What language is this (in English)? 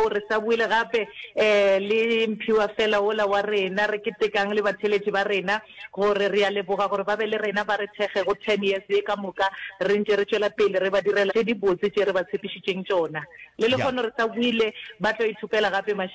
Northern Sotho